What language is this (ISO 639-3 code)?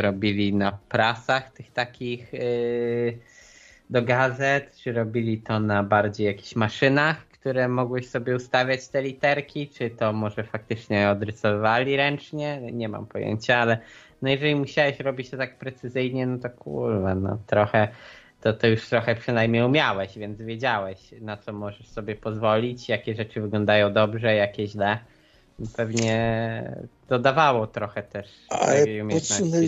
pol